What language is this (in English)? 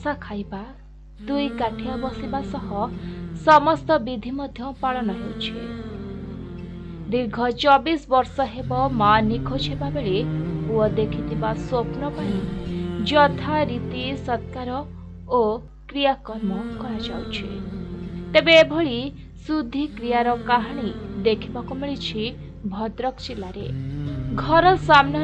Odia